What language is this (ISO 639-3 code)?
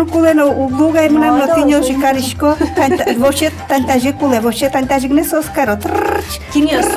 udm